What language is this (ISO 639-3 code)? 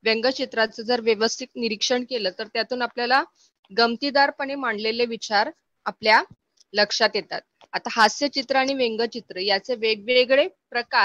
mar